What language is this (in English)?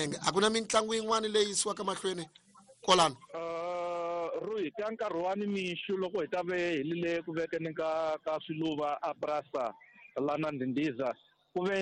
Tsonga